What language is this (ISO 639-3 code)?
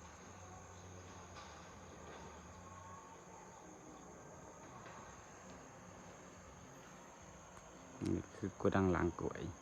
lao